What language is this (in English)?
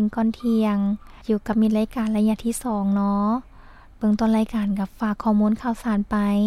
Lao